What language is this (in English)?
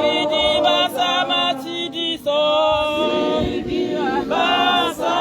Tswana